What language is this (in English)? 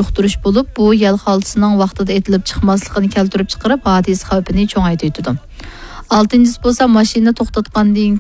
Uyghur